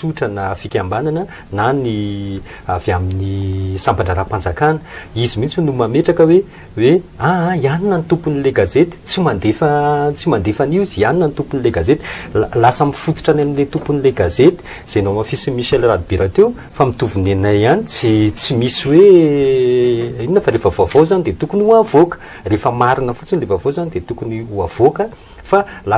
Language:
Malagasy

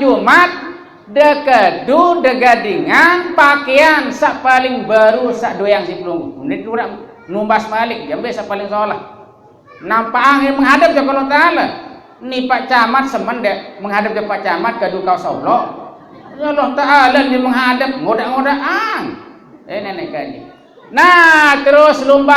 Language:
Sasak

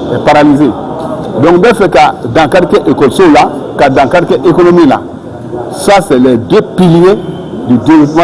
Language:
Bambara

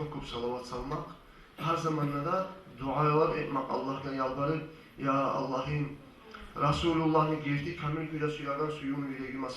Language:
Kumyk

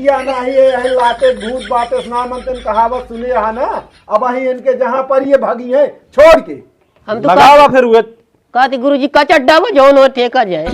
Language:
Awadhi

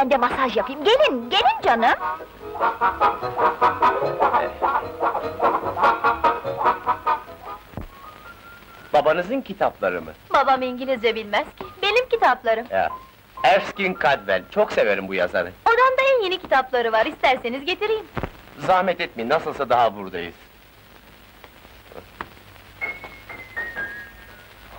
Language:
Turkish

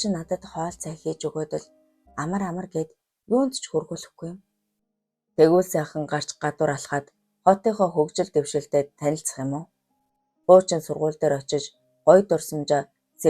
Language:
Mongolian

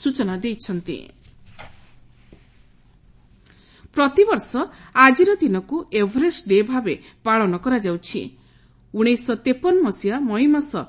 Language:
Odia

